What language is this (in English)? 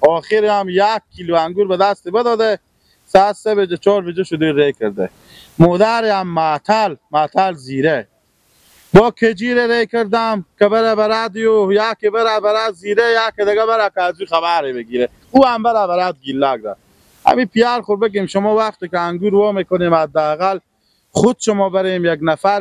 Persian